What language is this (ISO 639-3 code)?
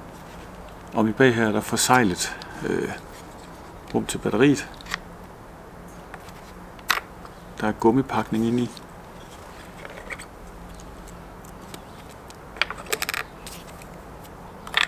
dan